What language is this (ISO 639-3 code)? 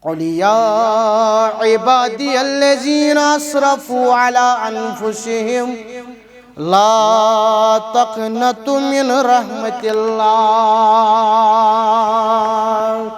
kas